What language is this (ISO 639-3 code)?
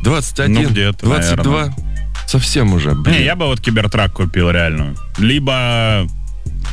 rus